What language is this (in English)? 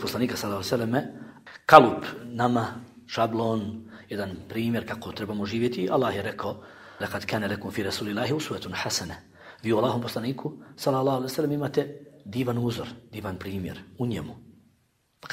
Bosnian